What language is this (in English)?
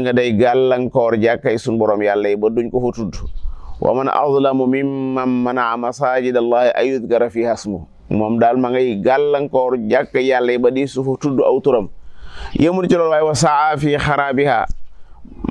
Wolof